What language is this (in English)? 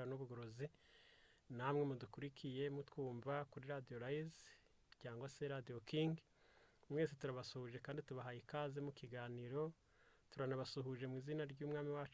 Kinyarwanda